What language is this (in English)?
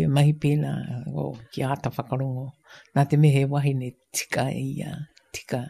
Māori